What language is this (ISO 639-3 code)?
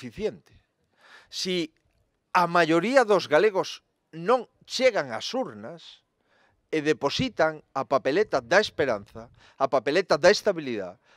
glg